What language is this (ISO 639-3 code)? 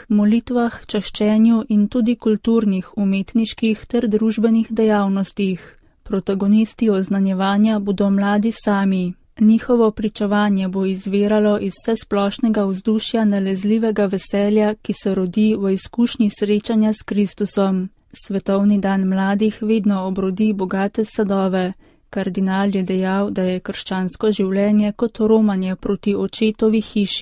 slv